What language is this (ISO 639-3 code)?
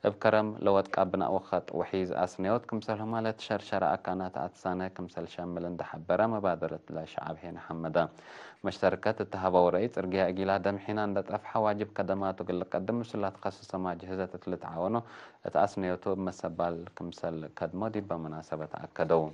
tig